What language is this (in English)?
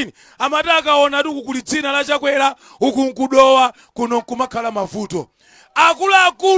Nyanja